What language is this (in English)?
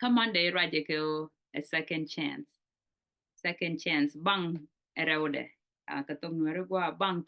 Nuer